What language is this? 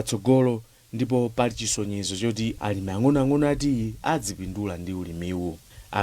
Nyanja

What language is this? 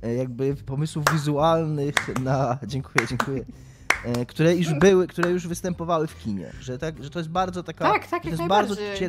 Polish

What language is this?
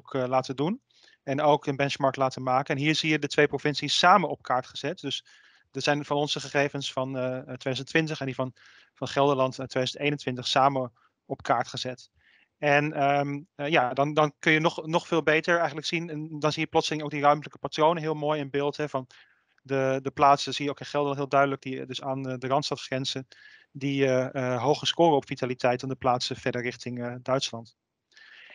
Dutch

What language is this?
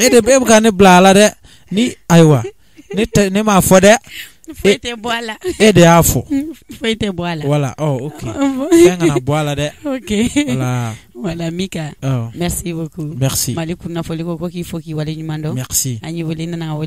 Bambara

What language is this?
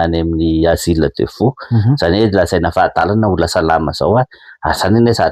Malagasy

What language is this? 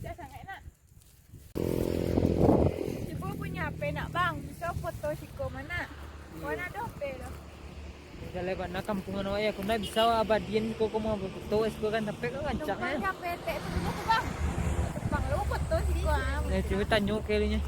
Minangkabau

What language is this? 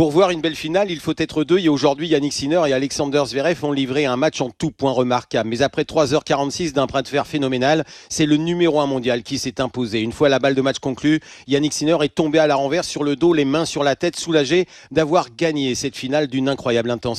French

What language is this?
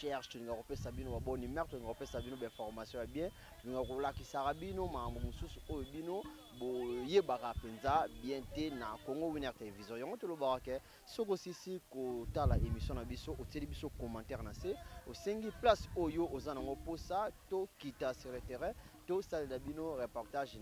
Lingala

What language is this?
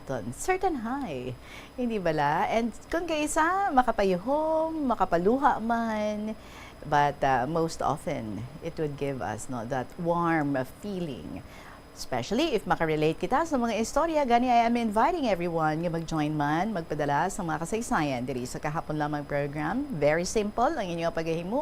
Hiligaynon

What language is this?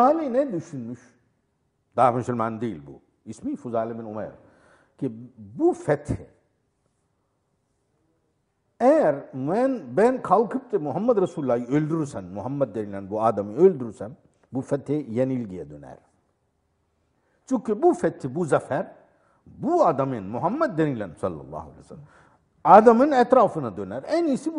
Turkish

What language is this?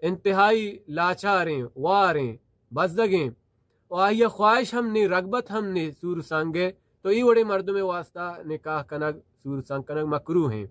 Baluchi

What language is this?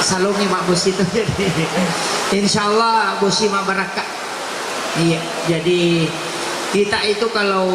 Buginese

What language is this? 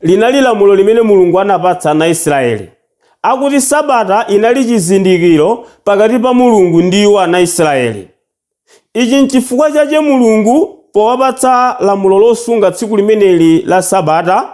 Nyanja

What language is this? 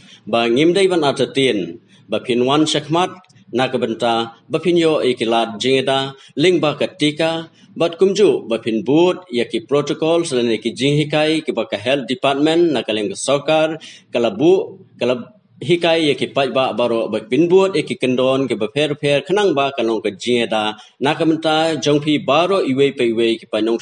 Khasi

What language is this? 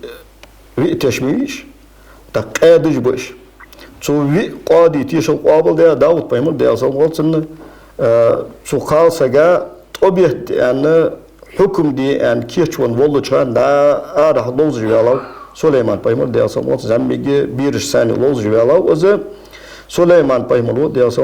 Ingush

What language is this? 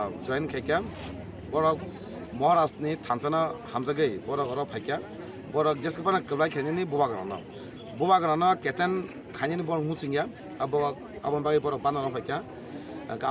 Kok Borok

